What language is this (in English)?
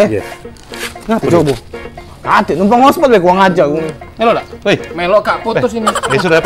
Musi